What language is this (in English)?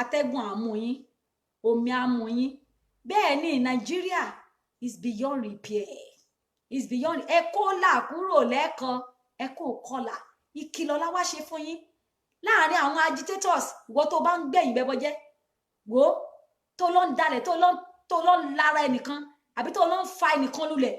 Yoruba